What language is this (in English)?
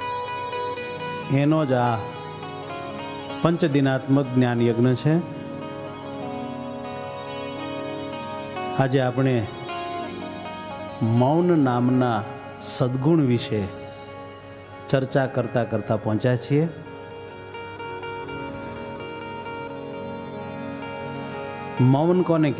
Gujarati